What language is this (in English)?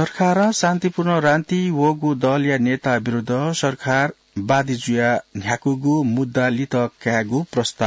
Newari